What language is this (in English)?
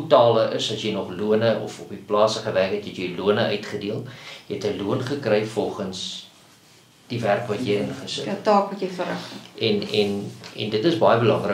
Afrikaans